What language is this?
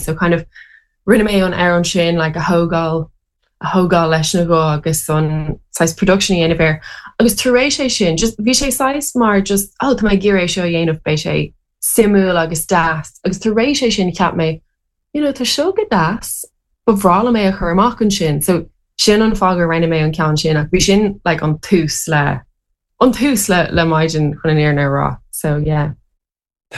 Irish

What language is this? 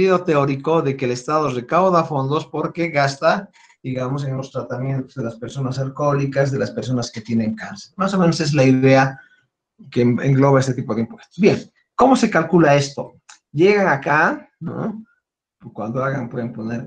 Spanish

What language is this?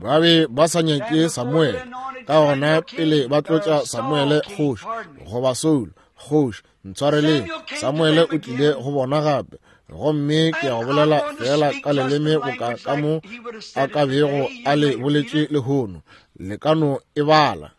Northern Sotho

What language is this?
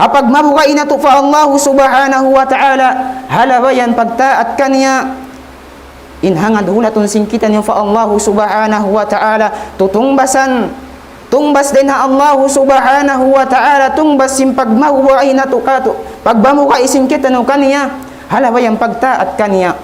Tausug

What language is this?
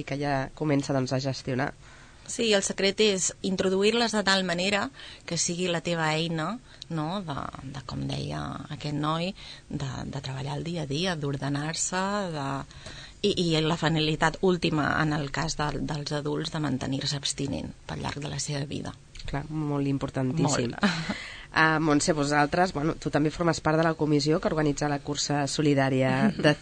Catalan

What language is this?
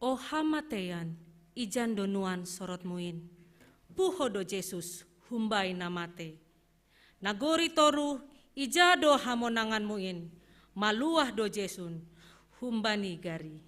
Batak Simalungun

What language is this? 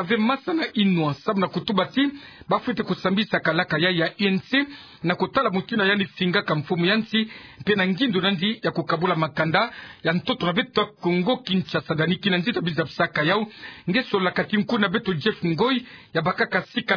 Kituba (Democratic Republic of Congo)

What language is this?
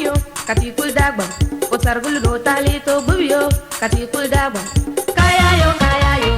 Dagbani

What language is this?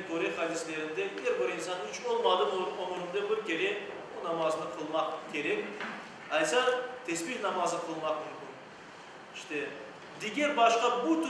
Crimean Tatar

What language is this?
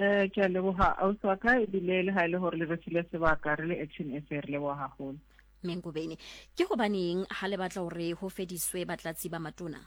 Southern Sotho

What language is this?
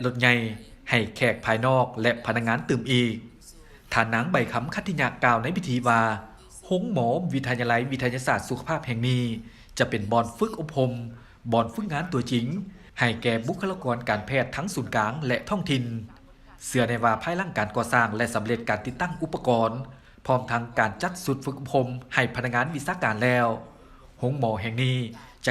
Lao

